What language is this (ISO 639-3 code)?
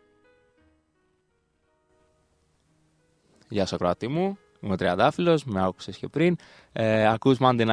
ell